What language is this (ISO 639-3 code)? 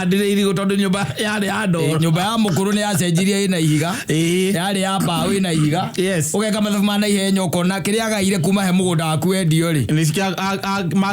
kik